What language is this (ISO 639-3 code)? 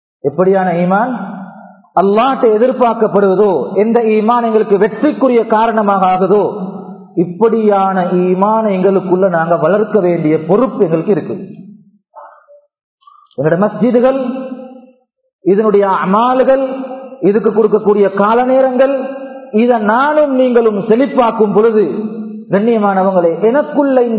tam